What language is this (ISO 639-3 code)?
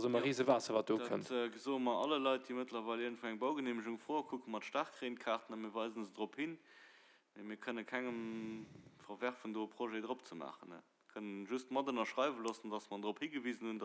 ltz